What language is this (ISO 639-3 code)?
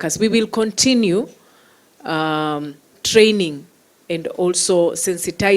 kik